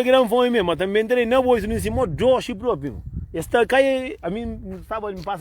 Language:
Kabuverdianu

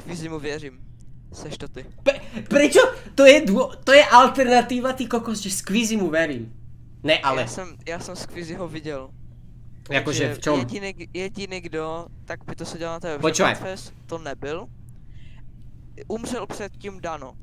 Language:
Czech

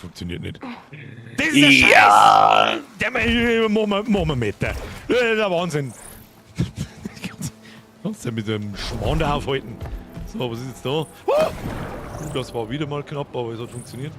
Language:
Bavarian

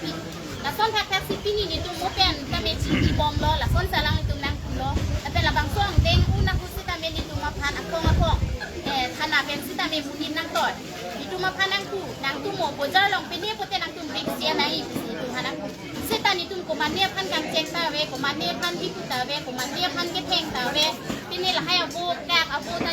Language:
Karbi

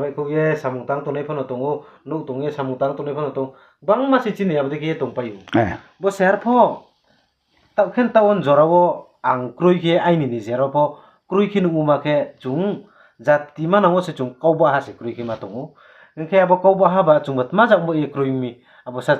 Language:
Riang (India)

